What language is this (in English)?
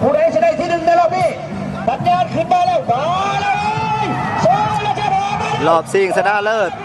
Lao